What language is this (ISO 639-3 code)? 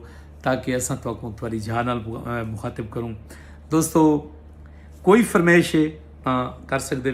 skr